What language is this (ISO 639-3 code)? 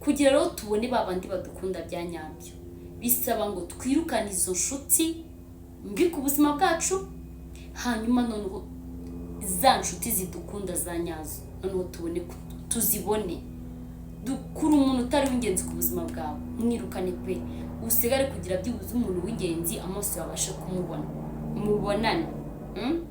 kin